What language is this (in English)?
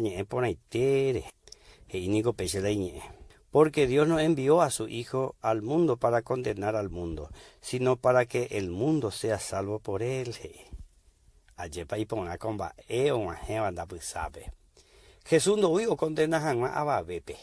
Guarani